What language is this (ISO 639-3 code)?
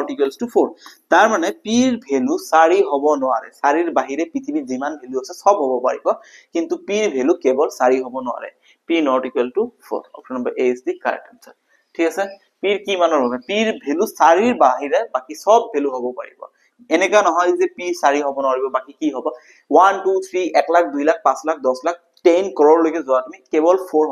asm